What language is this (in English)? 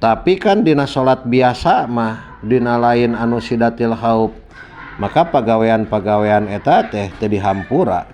Sundanese